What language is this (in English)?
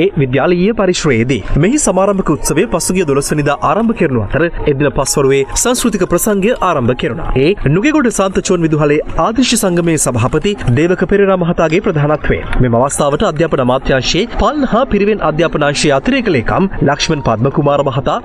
Sinhala